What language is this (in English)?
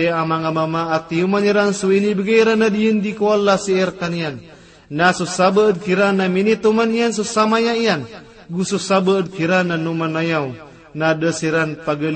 Maranao